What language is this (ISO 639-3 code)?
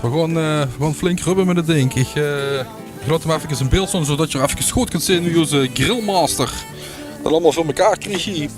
lim